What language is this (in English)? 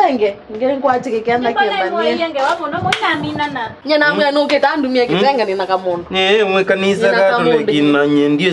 Kamba